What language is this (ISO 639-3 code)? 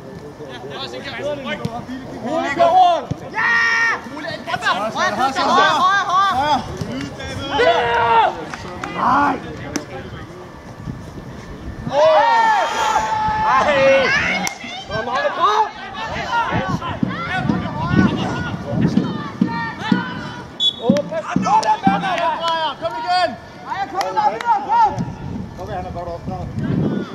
dan